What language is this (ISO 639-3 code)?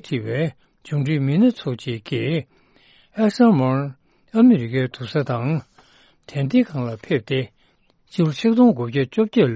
bod